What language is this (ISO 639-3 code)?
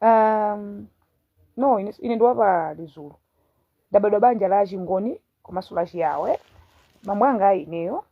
nya